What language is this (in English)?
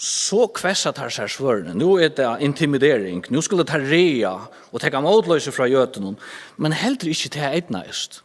Faroese